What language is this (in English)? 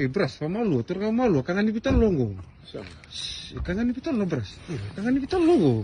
Fijian